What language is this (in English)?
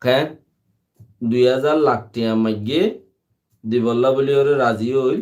Rohingya